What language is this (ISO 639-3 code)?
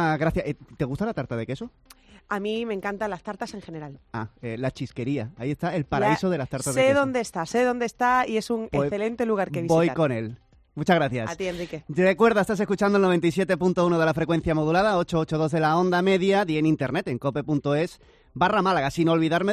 spa